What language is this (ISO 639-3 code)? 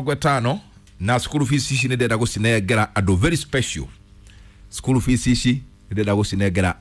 kik